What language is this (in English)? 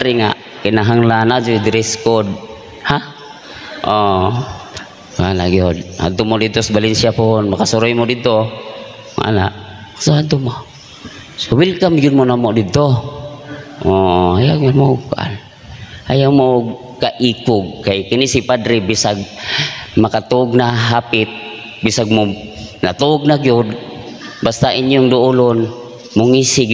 Cebuano